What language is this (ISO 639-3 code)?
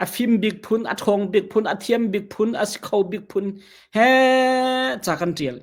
cnh